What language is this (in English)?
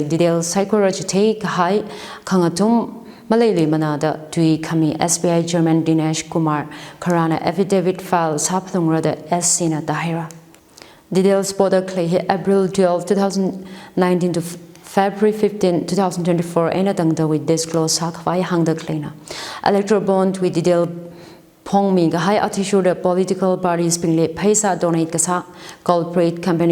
Tangkhul Naga (India)